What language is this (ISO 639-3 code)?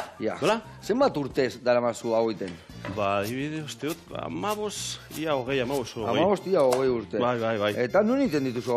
eus